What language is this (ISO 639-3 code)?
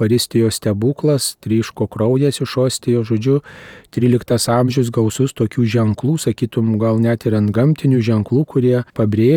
lit